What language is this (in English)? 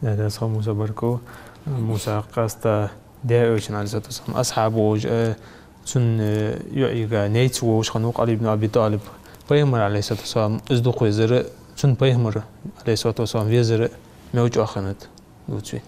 Ingush